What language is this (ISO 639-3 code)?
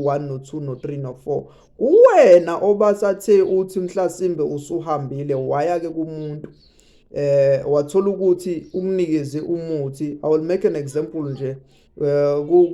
zul